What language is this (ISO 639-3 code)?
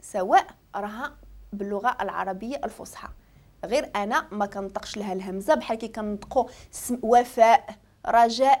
ary